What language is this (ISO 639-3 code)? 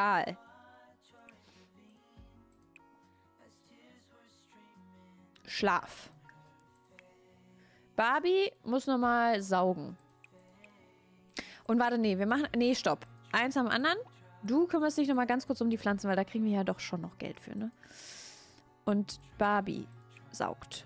deu